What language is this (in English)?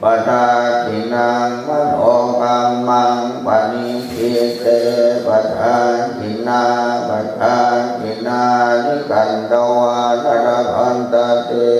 Pali